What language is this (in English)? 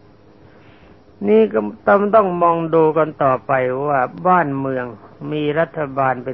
Thai